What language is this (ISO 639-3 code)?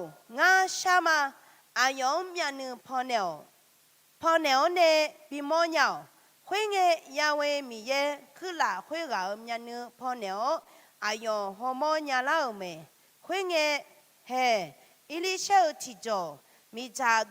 ahk